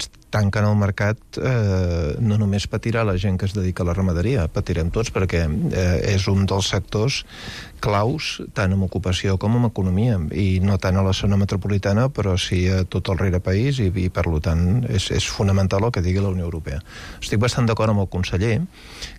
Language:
Catalan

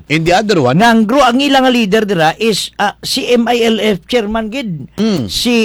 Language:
Hiligaynon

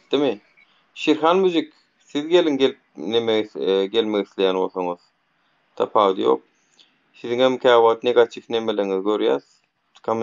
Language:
Turkmen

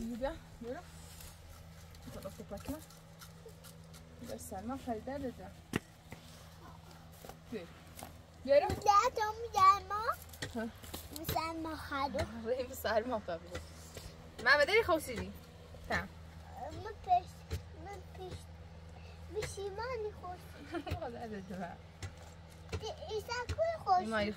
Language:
Persian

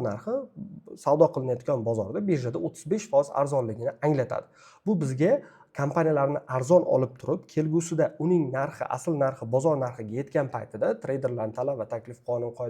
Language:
Uzbek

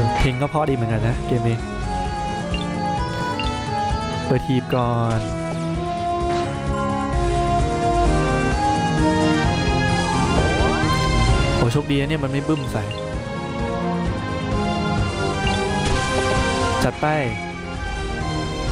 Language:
Thai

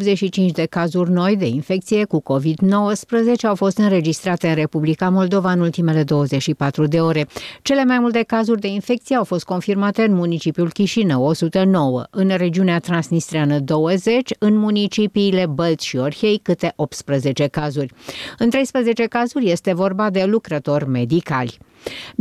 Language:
Romanian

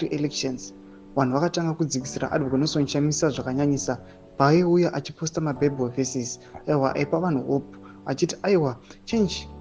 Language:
Shona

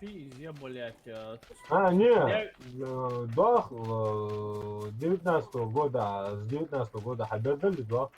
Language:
Ingush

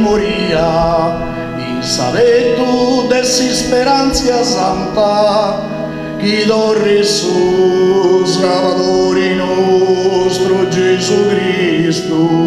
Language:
Sardinian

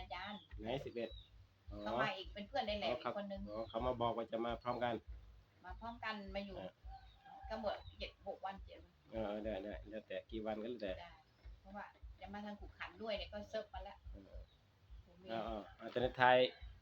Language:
Northeastern Thai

